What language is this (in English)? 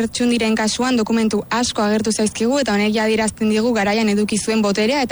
Basque